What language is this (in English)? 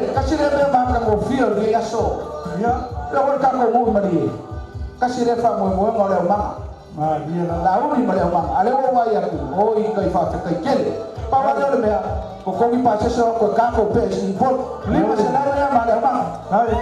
Samoan